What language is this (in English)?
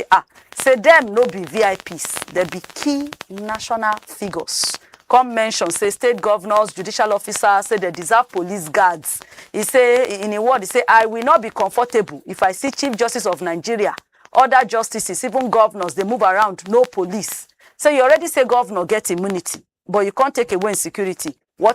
Nigerian Pidgin